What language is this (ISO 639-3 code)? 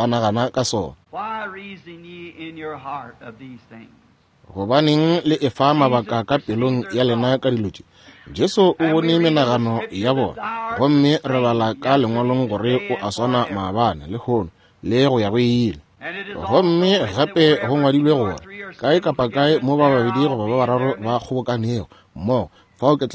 nso